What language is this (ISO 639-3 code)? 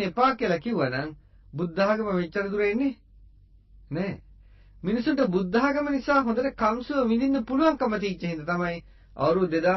sin